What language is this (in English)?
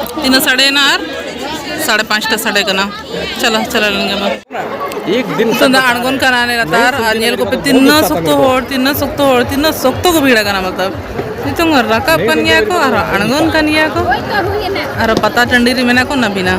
Santali